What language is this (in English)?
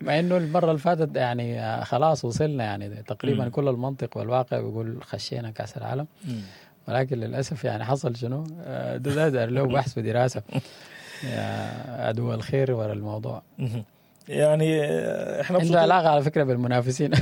Sudanese Arabic